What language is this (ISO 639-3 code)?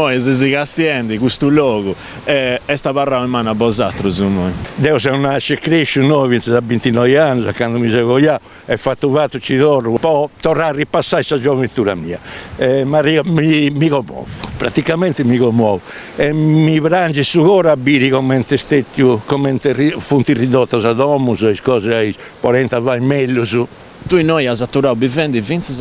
srd